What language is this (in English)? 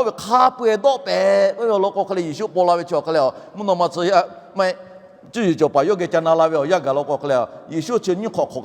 Lahu